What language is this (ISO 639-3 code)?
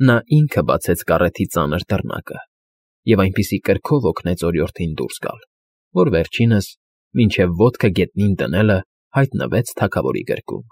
hye